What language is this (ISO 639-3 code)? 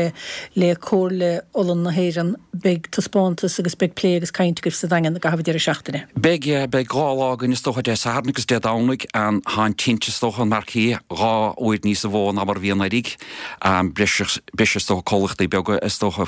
gle